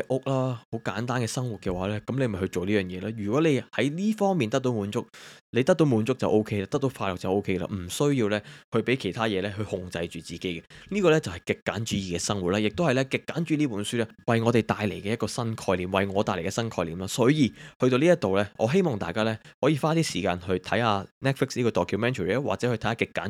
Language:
Cantonese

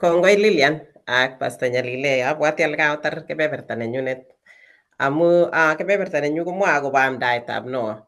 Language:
Kalenjin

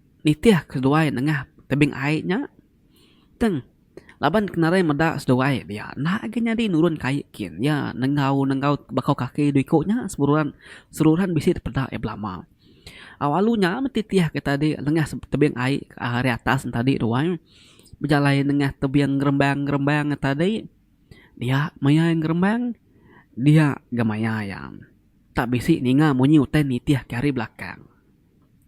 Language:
Iban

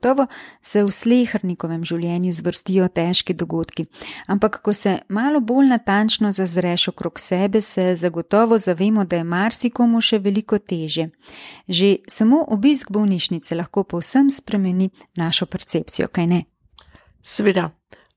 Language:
Slovenian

